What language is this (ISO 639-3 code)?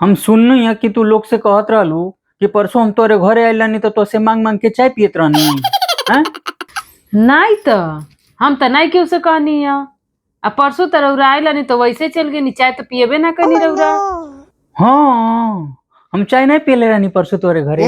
bho